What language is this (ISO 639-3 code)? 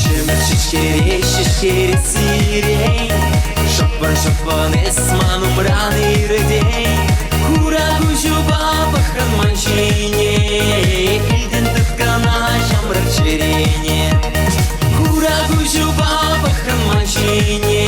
chv